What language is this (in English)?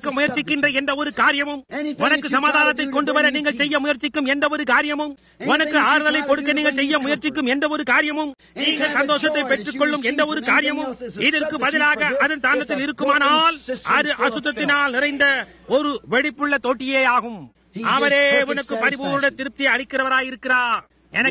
Tamil